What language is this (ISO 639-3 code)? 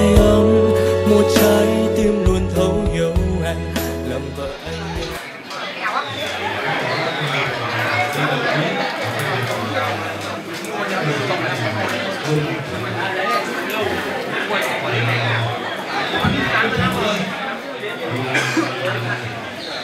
vie